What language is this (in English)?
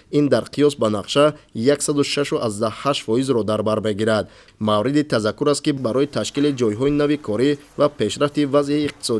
Tajik